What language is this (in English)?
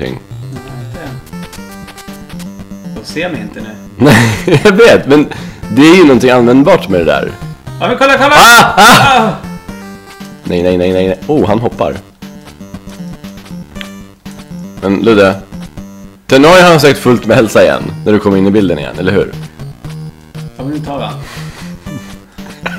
Swedish